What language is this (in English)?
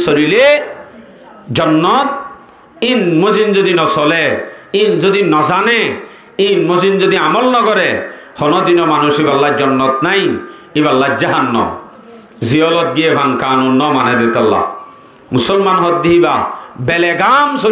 Rohingya